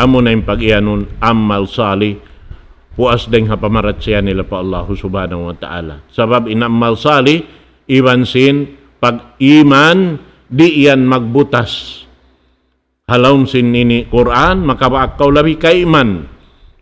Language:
Tausug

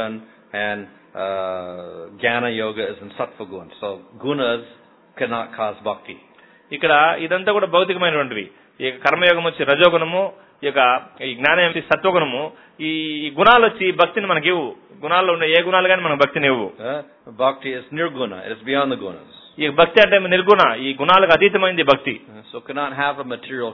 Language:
Telugu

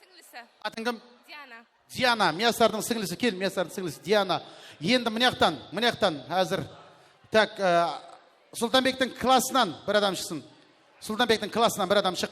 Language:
Kara-Kalpak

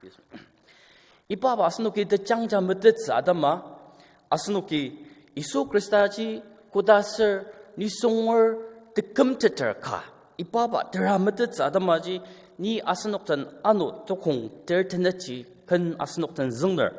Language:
Ao Naga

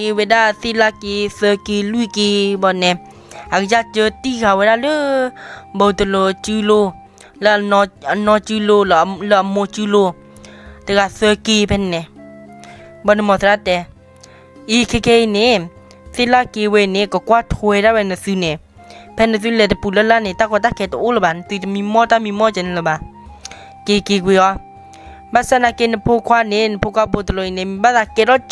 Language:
S'gaw Karen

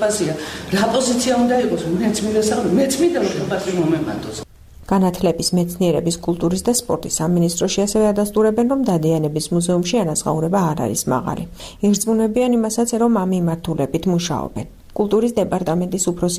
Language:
Georgian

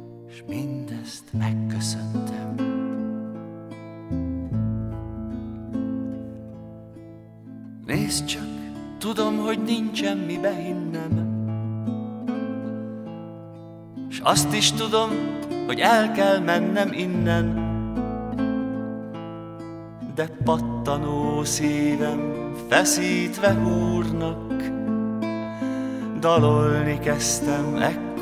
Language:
Hungarian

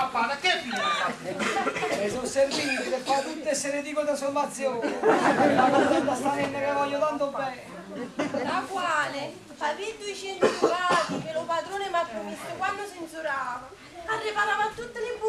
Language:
Neapolitan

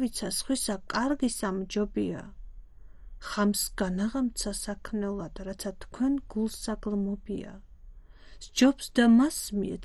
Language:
Georgian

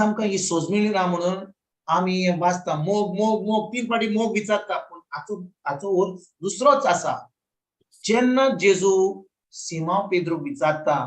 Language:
Konkani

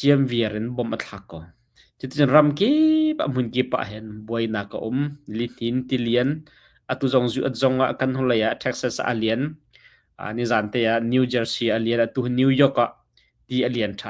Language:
Hakha Chin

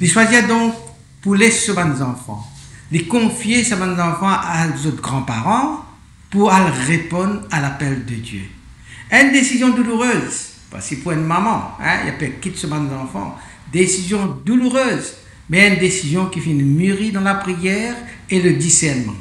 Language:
Morisyen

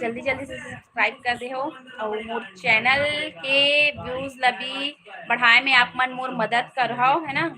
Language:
Chhattisgarhi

